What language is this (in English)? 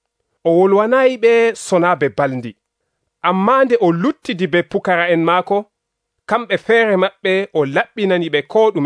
Nigerian Fulfulde